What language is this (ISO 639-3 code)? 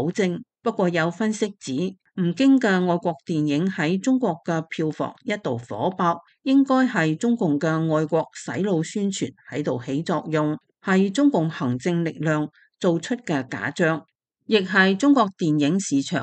yue